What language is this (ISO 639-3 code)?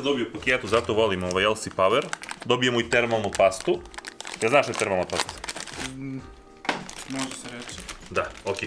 srp